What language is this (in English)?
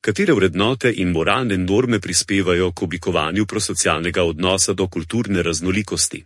Slovenian